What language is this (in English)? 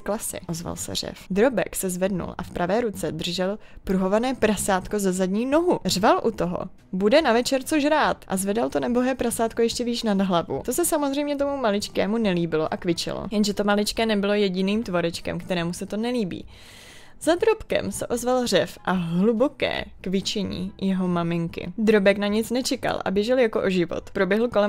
Czech